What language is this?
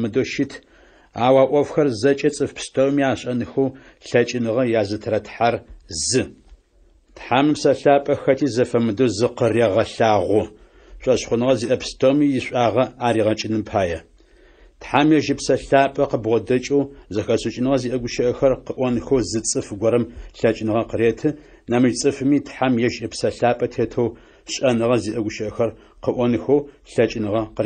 Adyghe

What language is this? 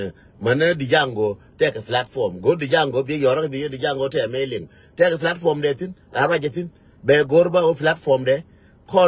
Nuer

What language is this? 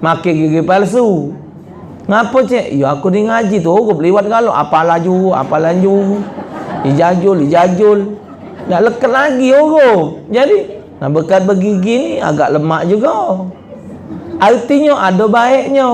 Musi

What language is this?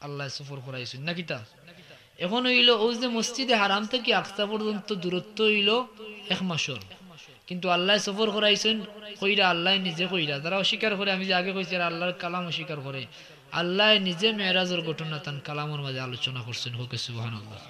Sylheti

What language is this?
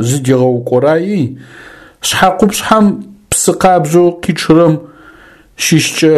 Adyghe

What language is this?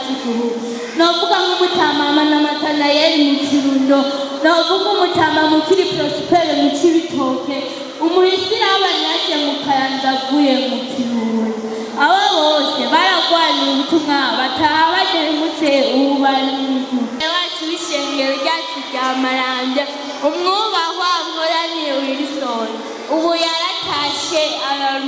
Rundi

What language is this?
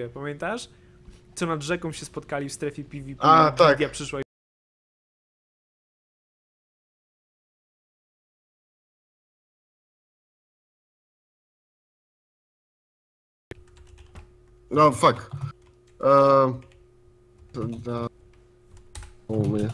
Polish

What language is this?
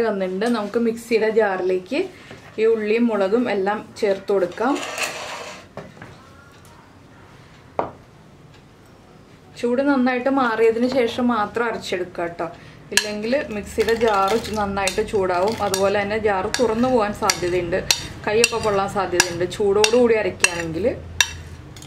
Malayalam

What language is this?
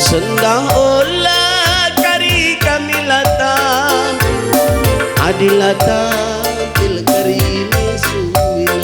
Batak Karo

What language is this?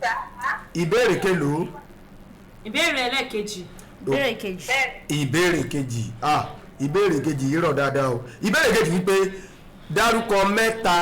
Yoruba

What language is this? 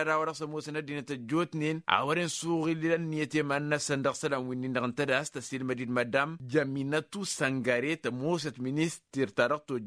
Tamasheq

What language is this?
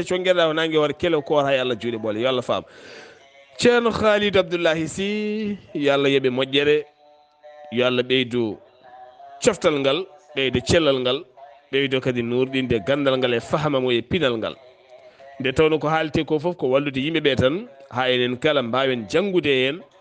Fula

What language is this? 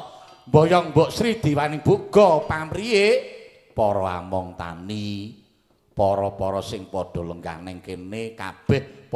Javanese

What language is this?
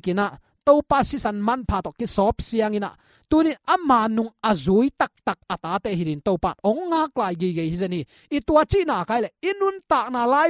Tedim Chin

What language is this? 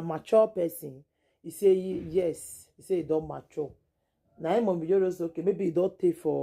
Nigerian Pidgin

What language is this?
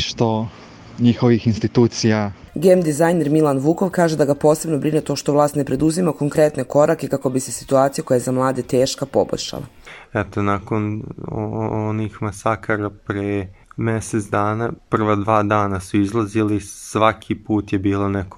Serbian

